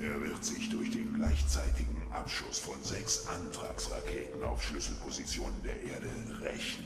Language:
Bavarian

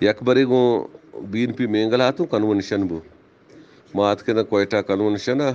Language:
Eastern Balochi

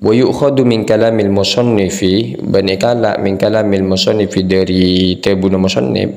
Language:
Madurese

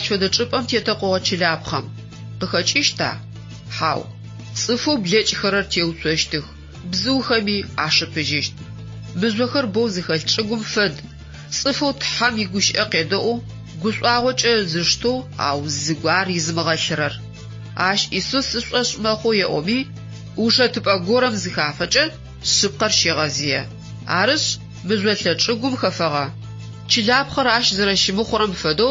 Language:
Adyghe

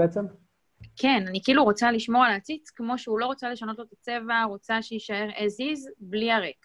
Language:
Hebrew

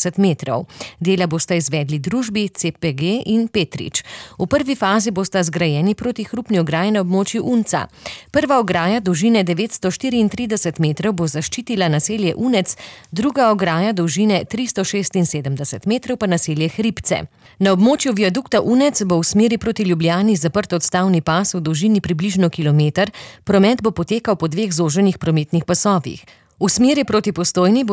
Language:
Slovenian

